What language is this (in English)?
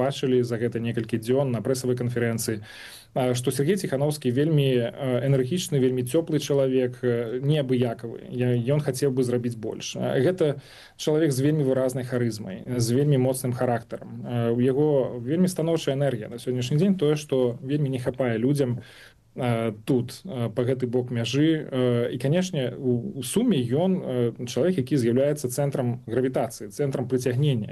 Belarusian